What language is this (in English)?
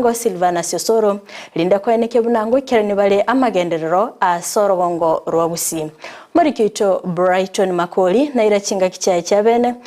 Gusii